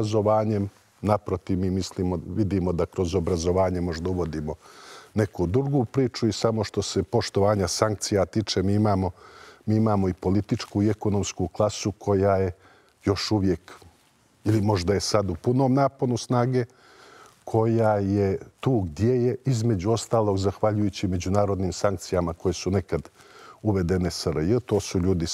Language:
Serbian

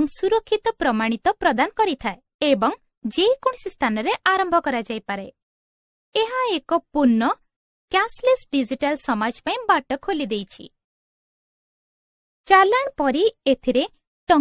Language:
Odia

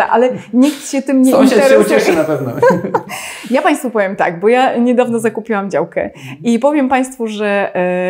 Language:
Polish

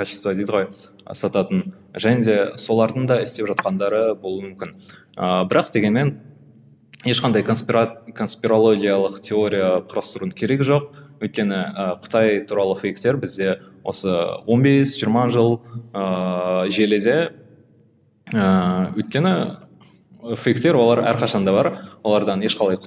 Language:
Kazakh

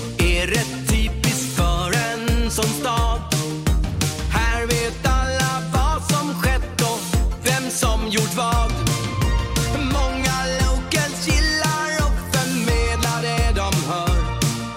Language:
Swedish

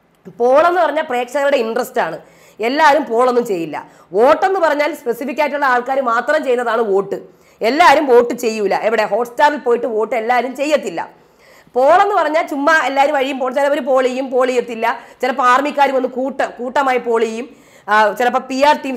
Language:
Malayalam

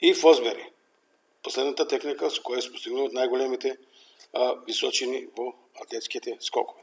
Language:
Macedonian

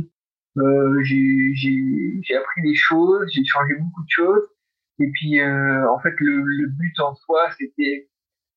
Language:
French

